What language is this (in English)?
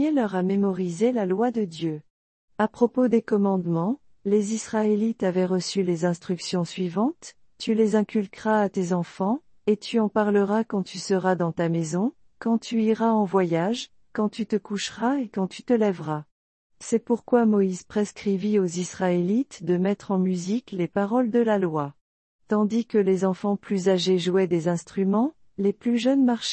French